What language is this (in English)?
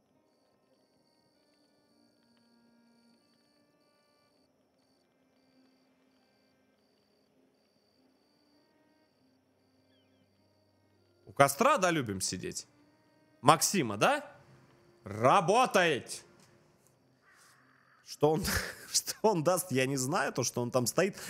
Russian